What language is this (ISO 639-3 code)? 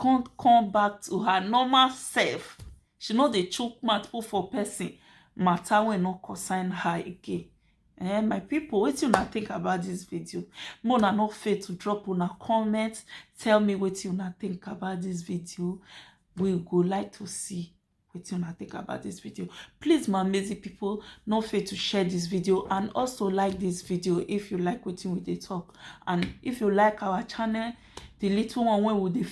pcm